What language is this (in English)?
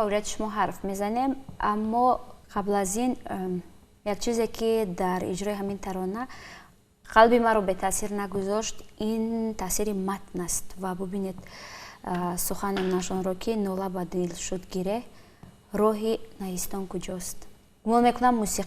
Tajik